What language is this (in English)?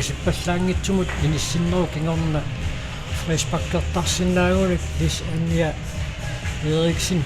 Kalaallisut